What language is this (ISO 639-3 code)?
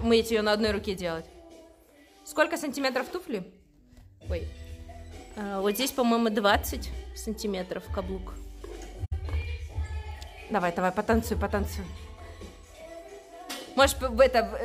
rus